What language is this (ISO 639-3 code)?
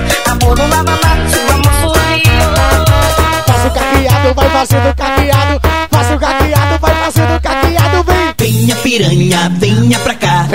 por